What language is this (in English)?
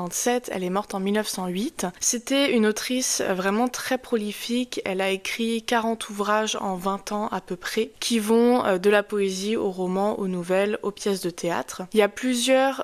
French